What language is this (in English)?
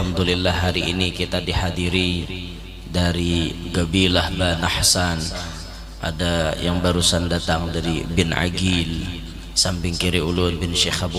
Banjar